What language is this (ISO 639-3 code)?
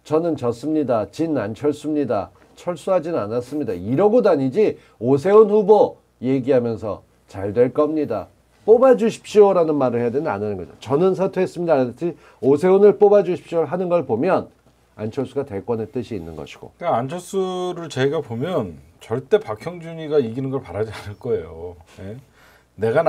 kor